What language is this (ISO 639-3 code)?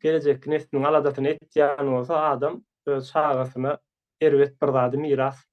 tuk